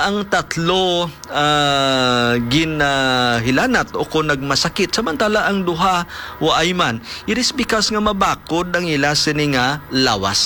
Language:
Hiligaynon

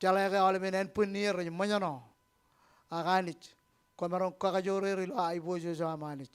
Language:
Marshallese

